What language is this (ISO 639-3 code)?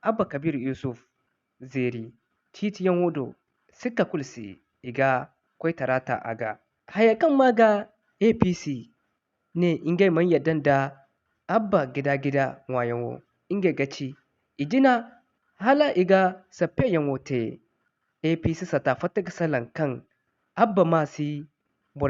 dje